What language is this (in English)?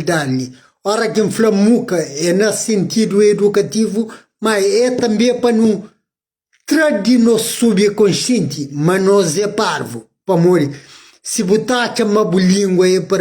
Kabuverdianu